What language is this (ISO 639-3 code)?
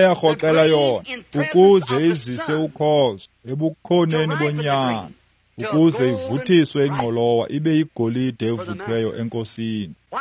xho